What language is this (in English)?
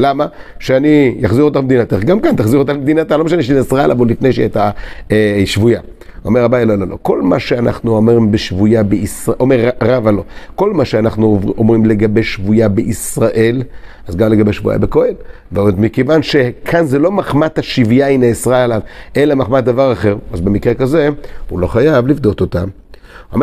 Hebrew